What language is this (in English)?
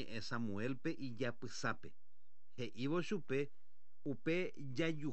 Guarani